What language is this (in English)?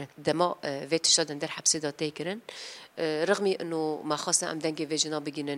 Kurdish